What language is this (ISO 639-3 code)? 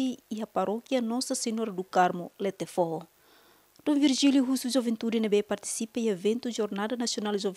tet